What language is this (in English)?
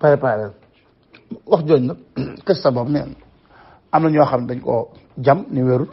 Wolof